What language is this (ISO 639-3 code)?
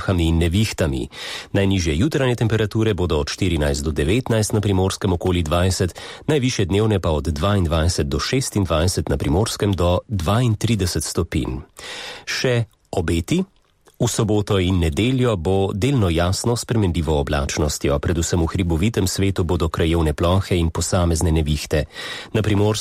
slv